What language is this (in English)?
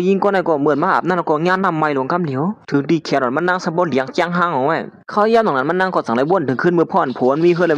Shan